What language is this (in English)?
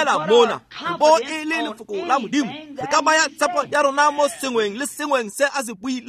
Tswana